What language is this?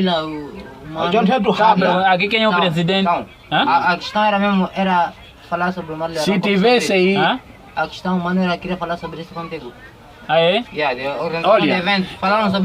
Nyaneka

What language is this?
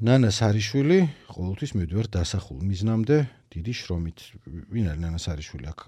Georgian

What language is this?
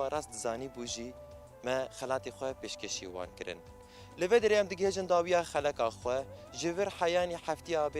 Kurdish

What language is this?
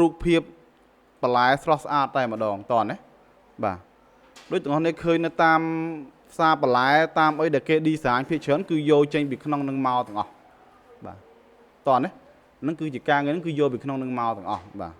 Khmer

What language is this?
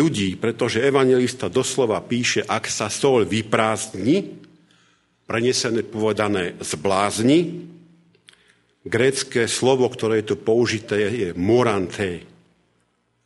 Slovak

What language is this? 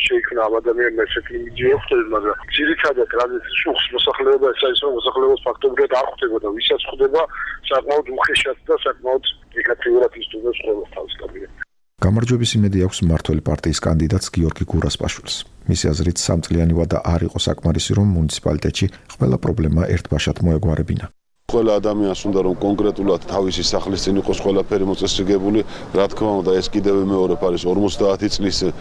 Georgian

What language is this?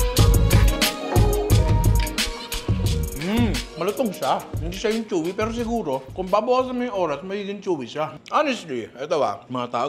Filipino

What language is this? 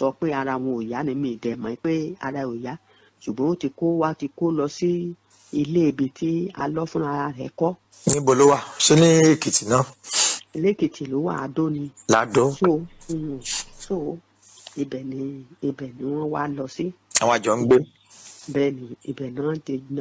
Yoruba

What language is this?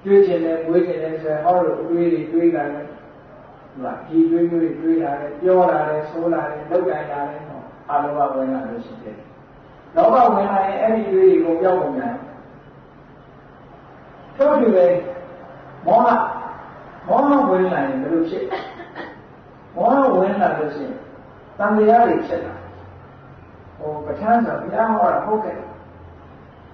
Burmese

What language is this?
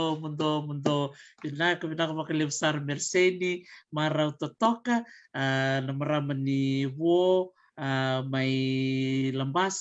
Fijian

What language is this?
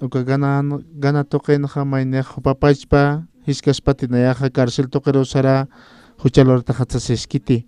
Aymara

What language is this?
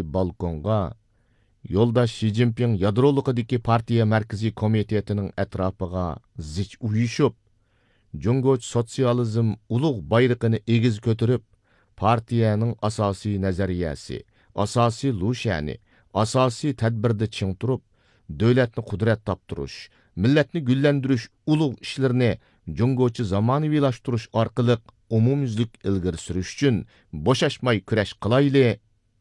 Uyghur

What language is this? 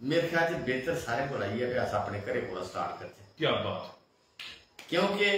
Dogri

